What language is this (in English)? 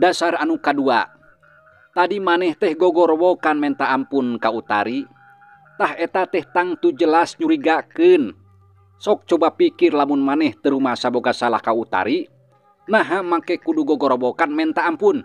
Sundanese